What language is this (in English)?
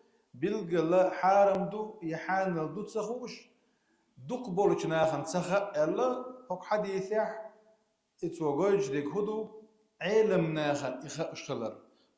Chechen